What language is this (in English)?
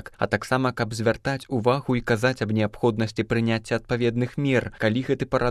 Belarusian